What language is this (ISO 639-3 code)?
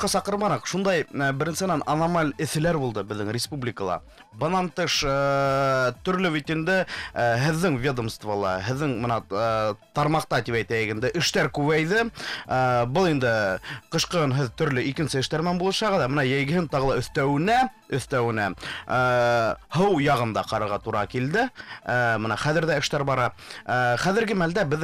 bak